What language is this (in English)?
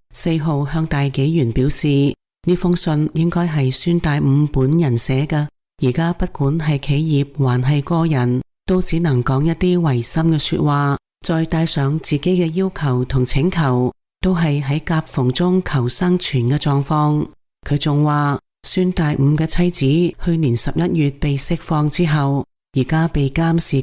Cantonese